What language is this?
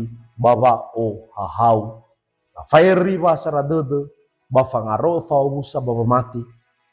Nias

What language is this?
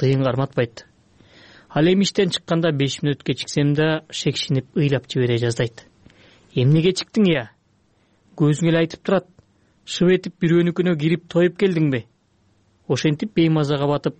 Kyrgyz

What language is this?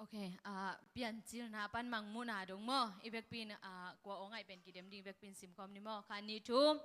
Tedim Chin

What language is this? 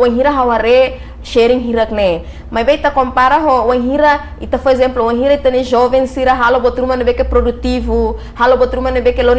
Tetum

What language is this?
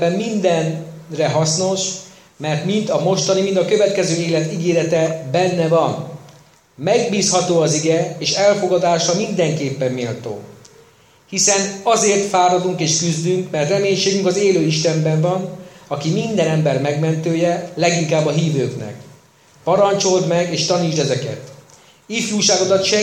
Hungarian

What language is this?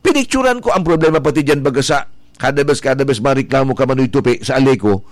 Bikol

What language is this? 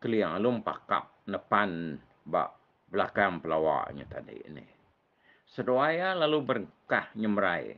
Iban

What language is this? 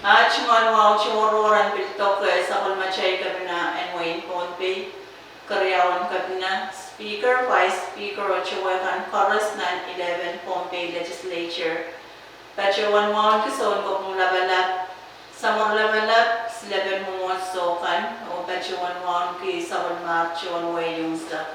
Pohnpeian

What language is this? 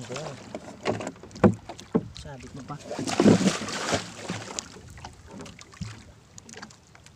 Filipino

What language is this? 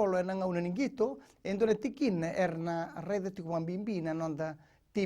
Fijian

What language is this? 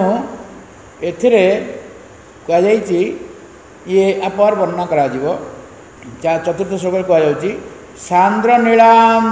Odia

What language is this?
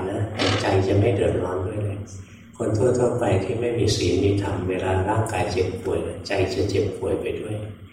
Thai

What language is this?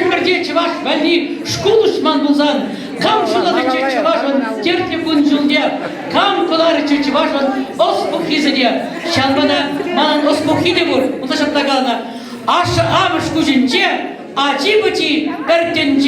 Chuvash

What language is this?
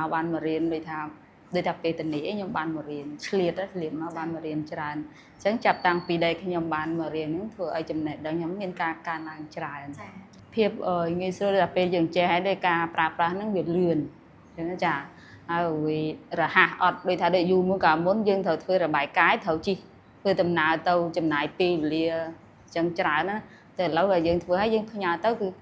Khmer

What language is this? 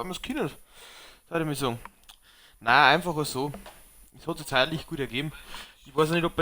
Bavarian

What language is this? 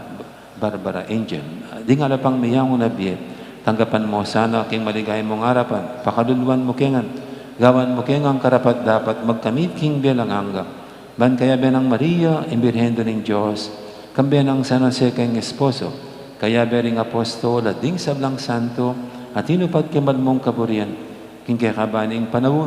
Pampanga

